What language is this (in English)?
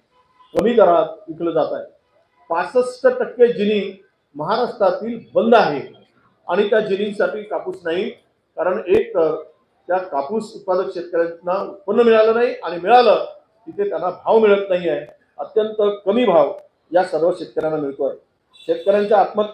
Marathi